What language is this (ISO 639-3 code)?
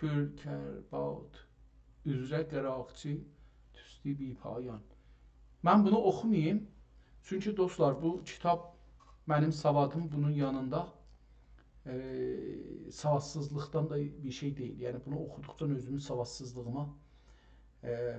azb